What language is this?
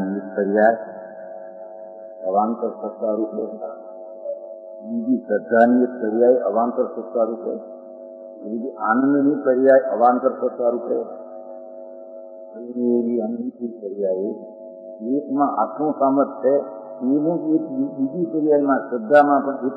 Gujarati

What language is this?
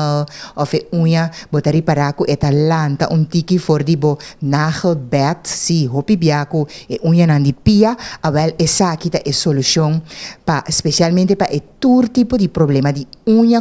Papiamento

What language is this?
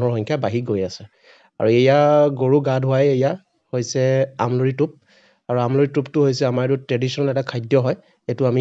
Assamese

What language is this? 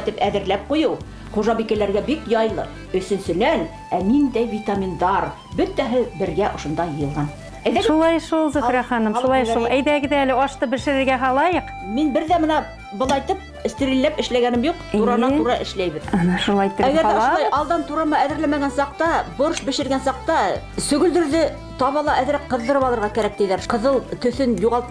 Bashkir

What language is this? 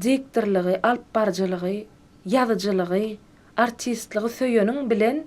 Turkmen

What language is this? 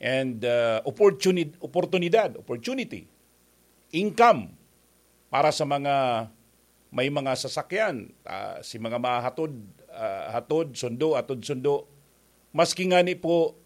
Bikol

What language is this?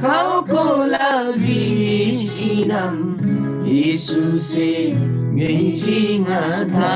Eastern Tamang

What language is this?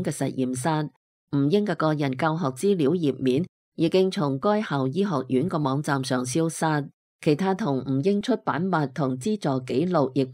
Cantonese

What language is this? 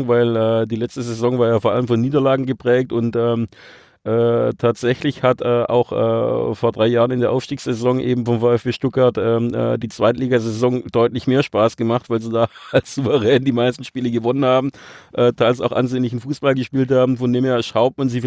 German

